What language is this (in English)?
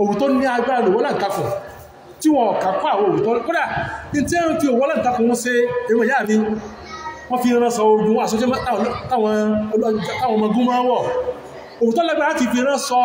Yoruba